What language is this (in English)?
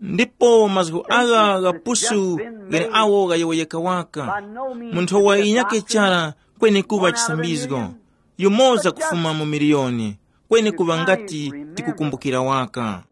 Tumbuka